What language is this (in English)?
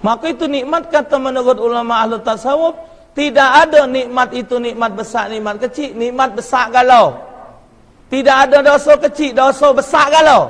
Musi